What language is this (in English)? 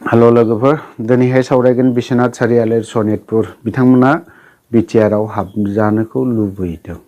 Bodo